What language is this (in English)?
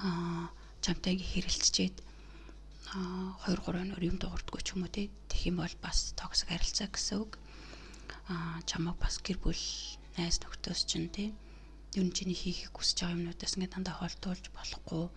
Mongolian